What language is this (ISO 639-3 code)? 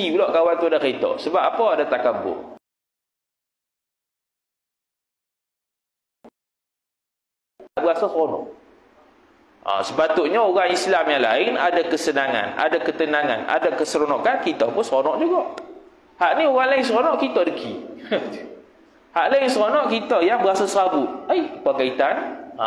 msa